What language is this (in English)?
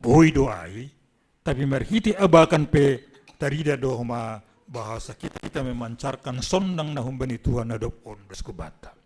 Batak Simalungun